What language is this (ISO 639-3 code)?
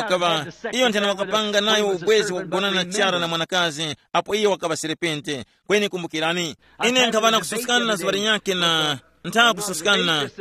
tum